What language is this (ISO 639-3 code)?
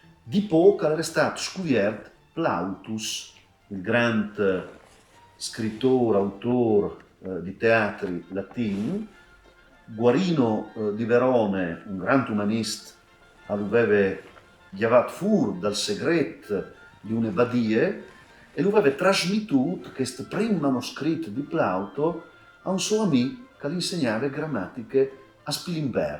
fur